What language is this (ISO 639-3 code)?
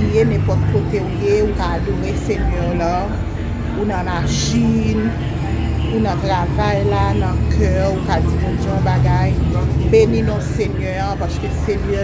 hat